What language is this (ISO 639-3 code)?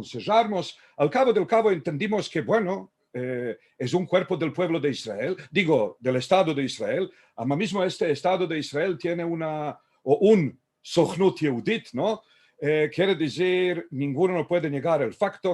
lad